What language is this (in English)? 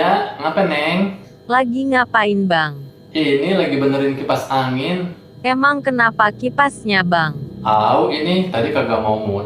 Betawi